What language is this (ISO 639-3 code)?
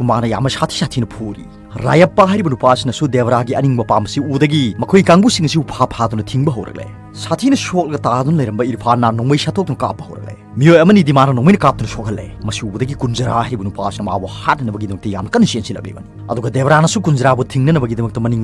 mni